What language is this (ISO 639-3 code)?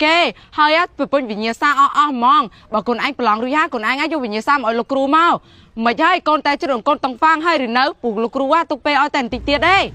khm